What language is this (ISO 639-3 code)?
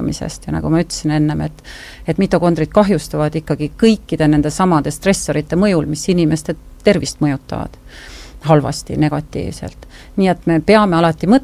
est